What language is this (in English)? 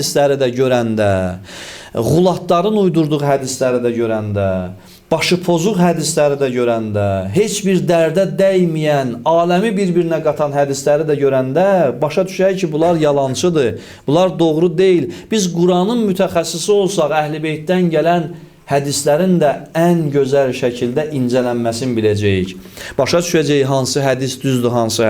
Azerbaijani